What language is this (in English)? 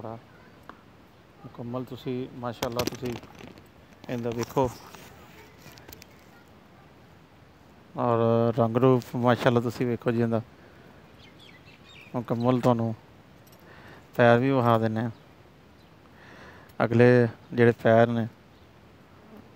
Punjabi